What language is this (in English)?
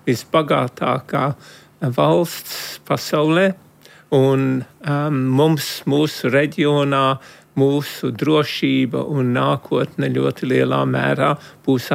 Latvian